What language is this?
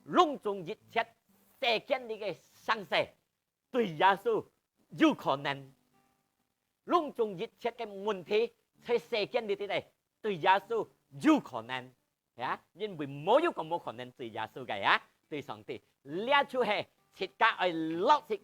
Hakka Chinese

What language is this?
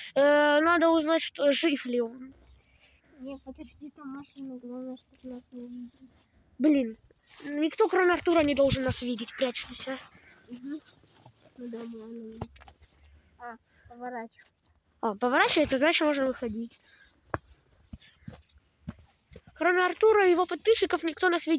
Russian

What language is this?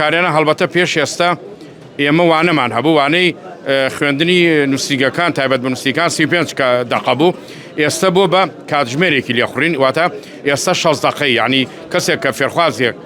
Central Kurdish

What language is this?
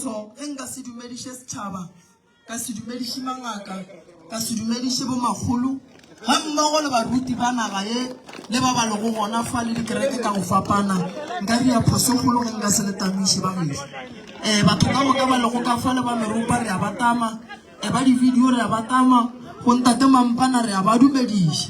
Northern Sotho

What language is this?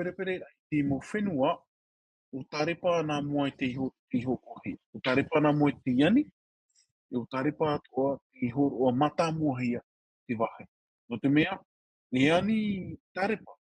Tahitian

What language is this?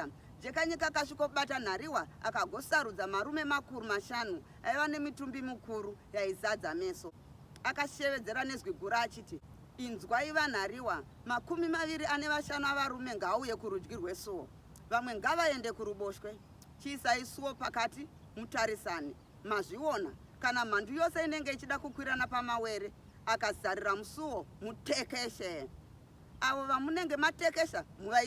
Shona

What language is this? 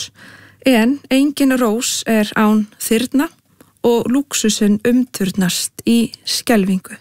Icelandic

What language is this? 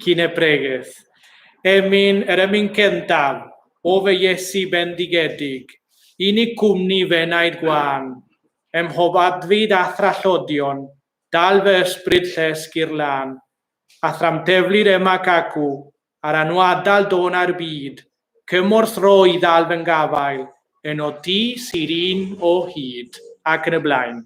Welsh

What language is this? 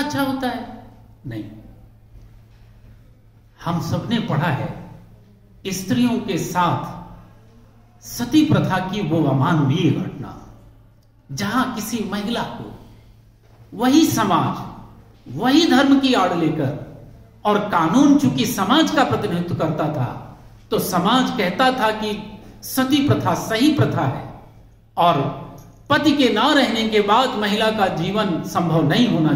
Hindi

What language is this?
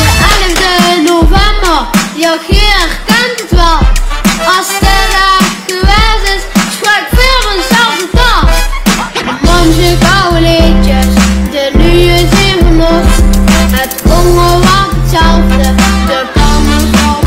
Limburgish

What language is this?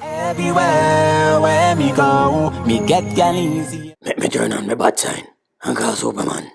Jamaican Creole English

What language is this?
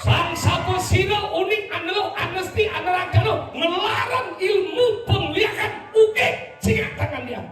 Balinese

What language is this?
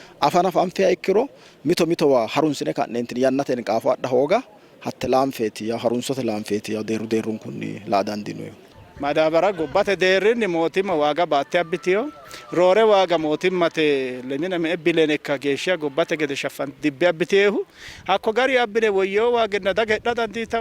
Sidamo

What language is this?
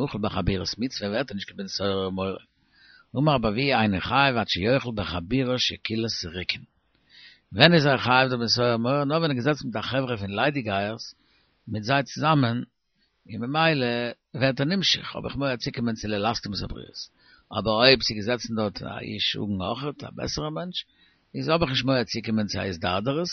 Yiddish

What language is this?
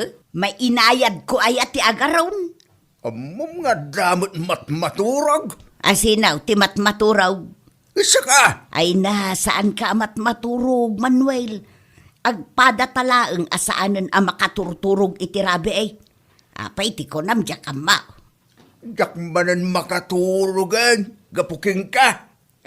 Iloko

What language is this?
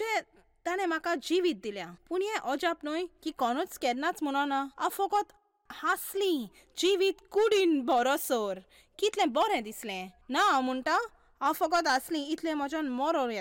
Konkani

